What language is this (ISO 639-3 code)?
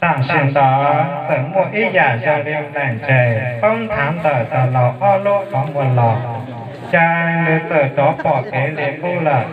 hmn